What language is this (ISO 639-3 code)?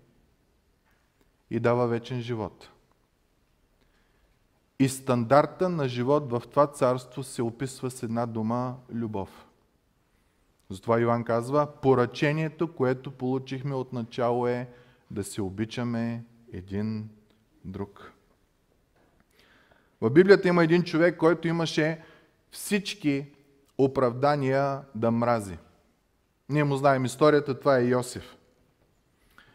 bul